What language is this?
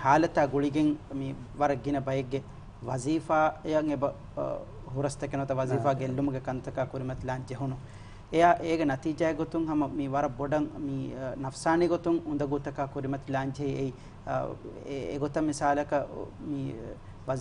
Divehi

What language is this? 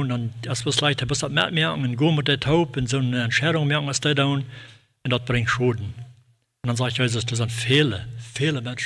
Plautdietsch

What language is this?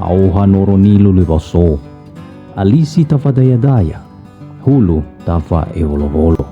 Nias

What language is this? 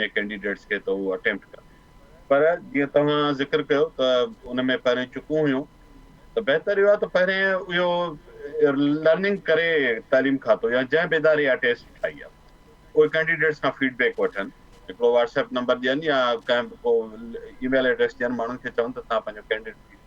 Sindhi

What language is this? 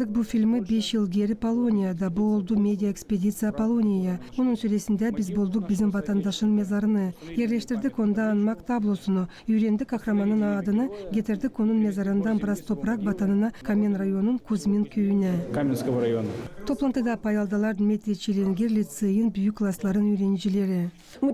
Gagauz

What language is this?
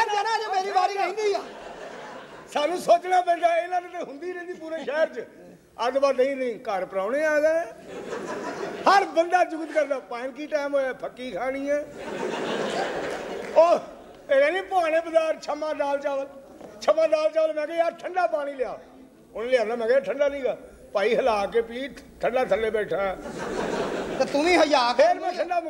Punjabi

